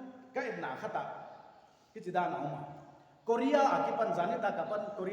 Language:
Paite Chin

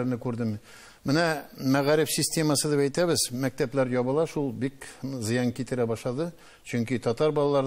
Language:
Tatar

